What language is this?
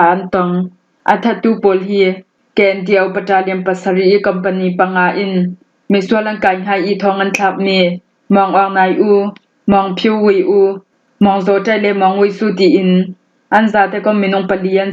Falam Chin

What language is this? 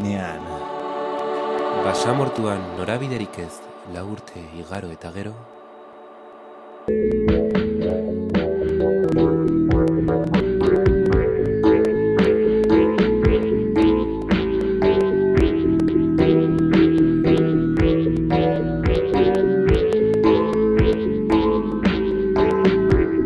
Basque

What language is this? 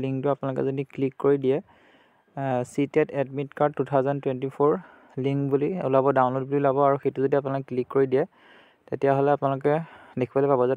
Assamese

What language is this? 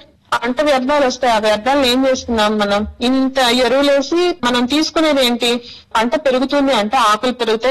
Telugu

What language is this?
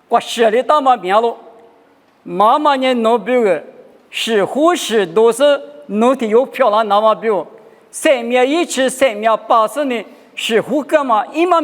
Lisu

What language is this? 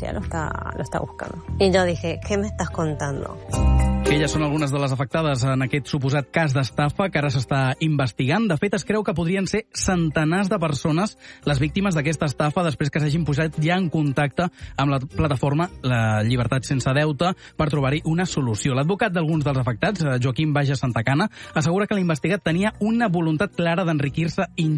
Catalan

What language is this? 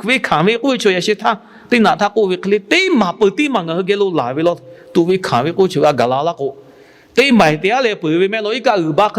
Lahu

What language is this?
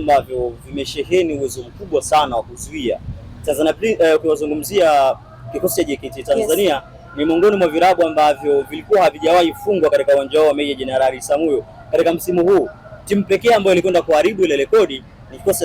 Swahili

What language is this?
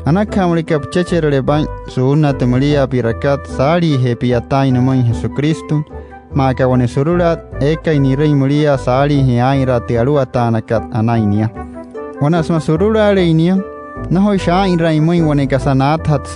Wayuu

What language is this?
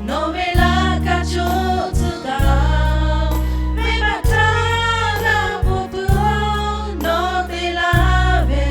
Lahu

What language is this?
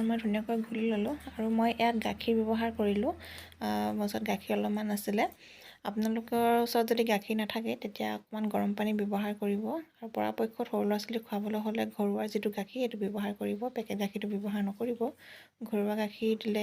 Assamese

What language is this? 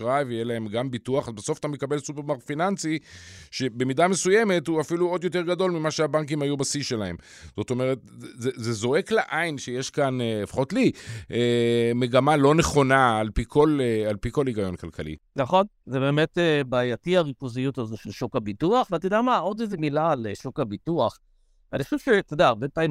Hebrew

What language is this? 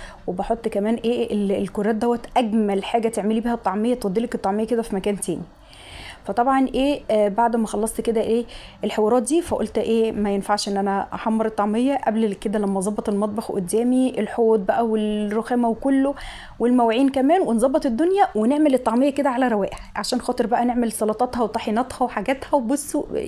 Egyptian Arabic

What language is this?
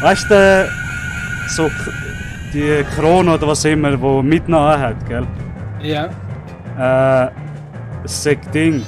Swiss German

